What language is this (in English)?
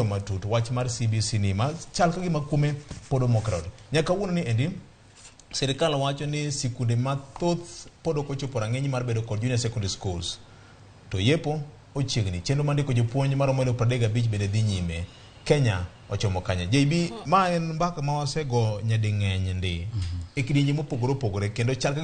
Luo (Kenya and Tanzania)